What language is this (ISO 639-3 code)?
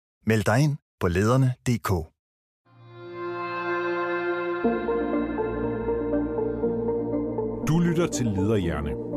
dan